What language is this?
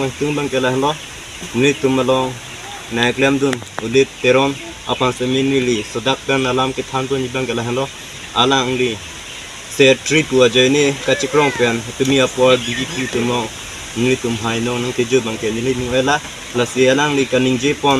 Karbi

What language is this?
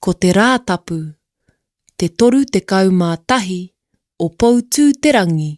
Māori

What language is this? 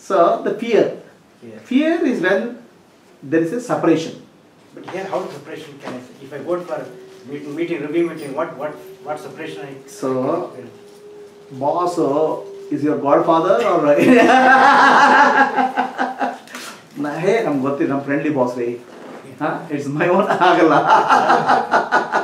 Kannada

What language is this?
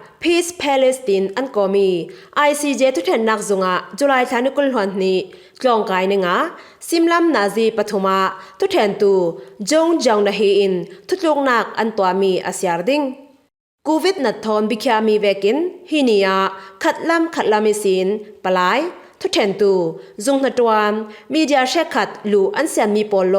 Falam Chin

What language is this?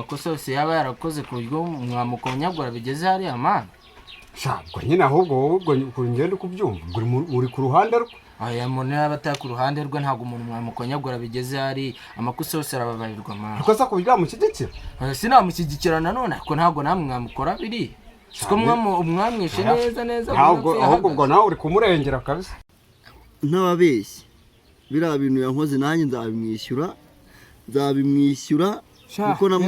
Kinyarwanda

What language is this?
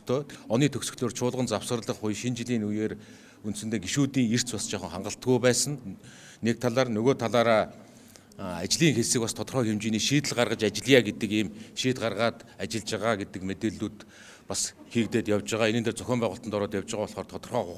Mongolian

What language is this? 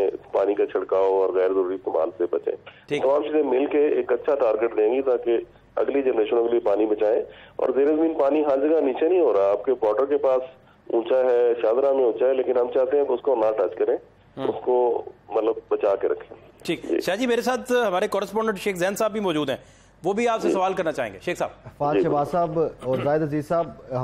Urdu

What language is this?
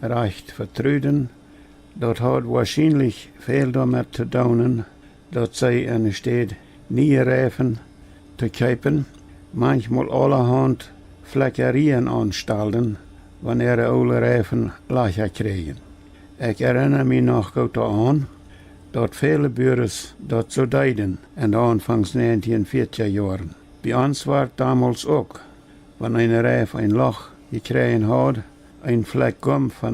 Plautdietsch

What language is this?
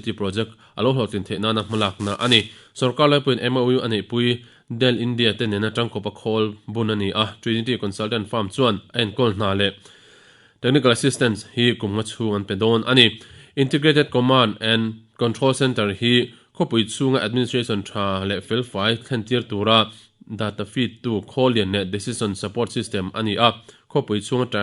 Mizo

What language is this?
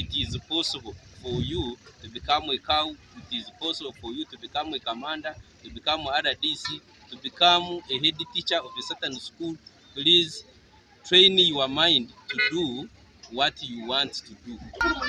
Nyankole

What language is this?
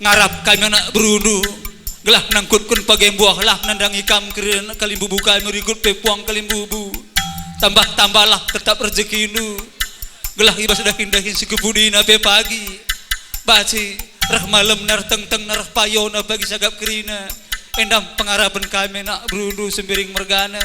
Batak Karo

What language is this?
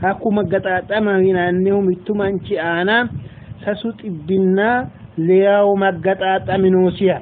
Sidamo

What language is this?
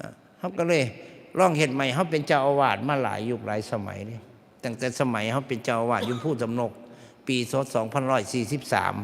Northeastern Thai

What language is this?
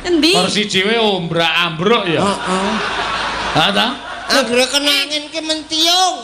Javanese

